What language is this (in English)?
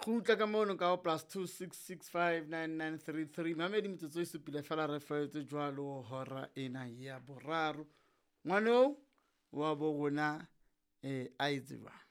Southern Sotho